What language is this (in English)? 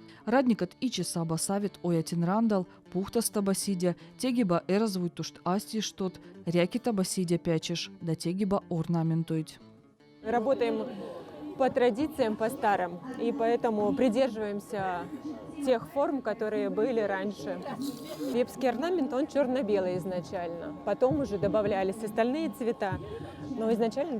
Veps